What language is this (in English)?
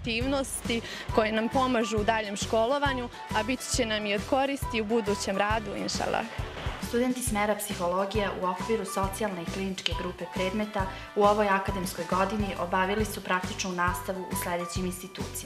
Bosnian